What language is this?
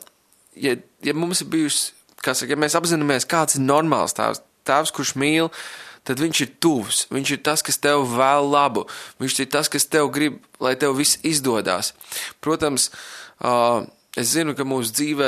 Latvian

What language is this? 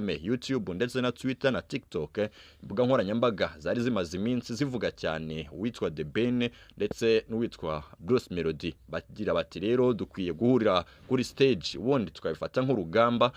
Kinyarwanda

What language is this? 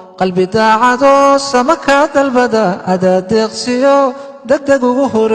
Somali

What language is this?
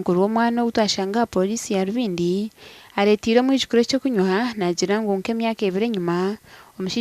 Nyankole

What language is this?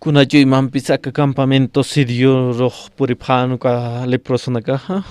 Aymara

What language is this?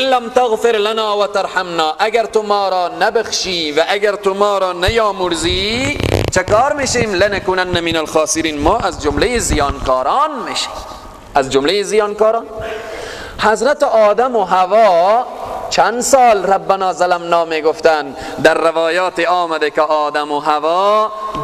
Persian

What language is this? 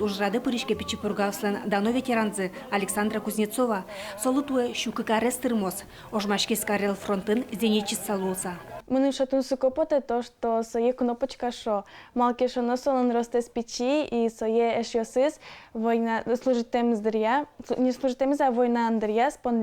Udmurt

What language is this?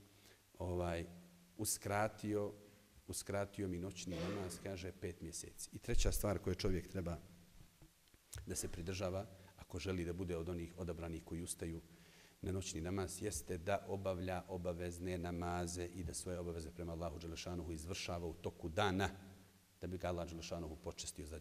Bosnian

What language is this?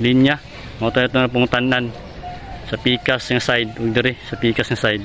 Cebuano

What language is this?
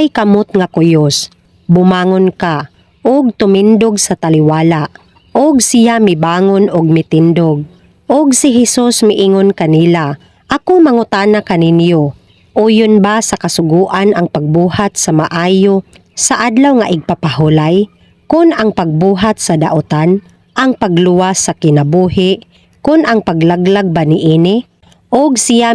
Cebuano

